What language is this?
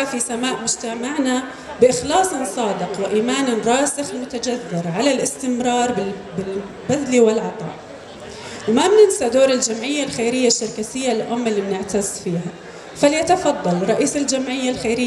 North Levantine Arabic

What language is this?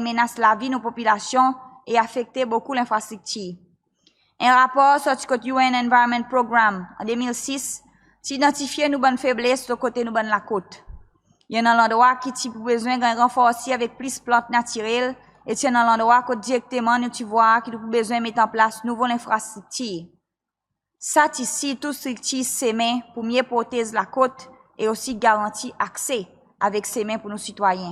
Seselwa Creole French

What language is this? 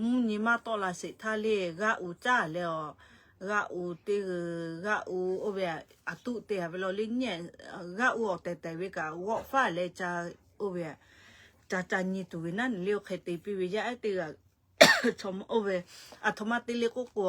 Lahu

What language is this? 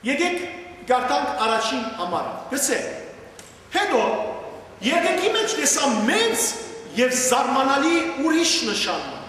Western Armenian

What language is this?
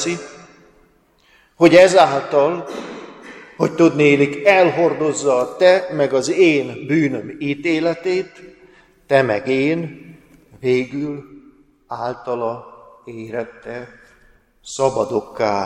Hungarian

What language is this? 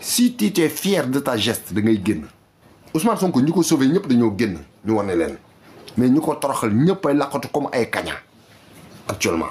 Wolof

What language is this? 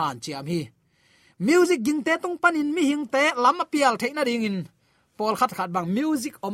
Tedim Chin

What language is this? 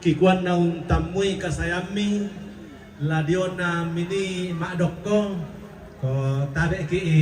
Toraja-Sa'dan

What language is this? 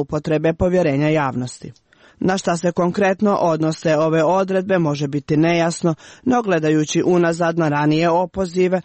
Serbian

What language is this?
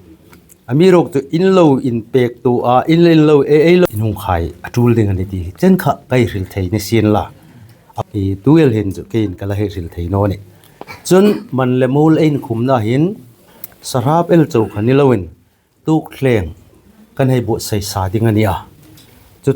Hmar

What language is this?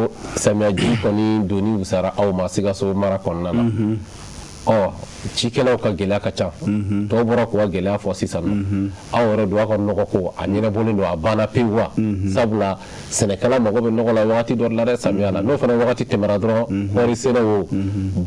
Bambara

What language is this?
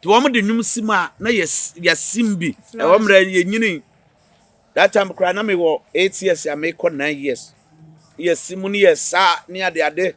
Akan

